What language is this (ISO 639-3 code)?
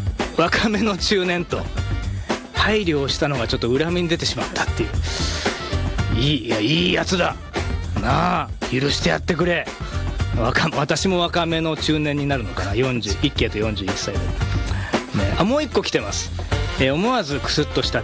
jpn